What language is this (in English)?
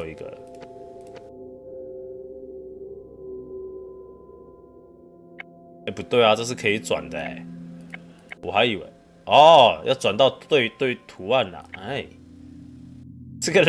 Chinese